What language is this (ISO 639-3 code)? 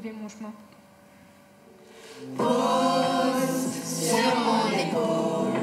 fra